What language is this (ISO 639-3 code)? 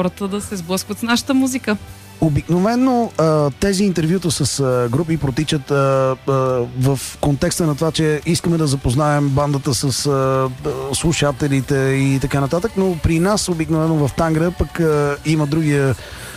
bul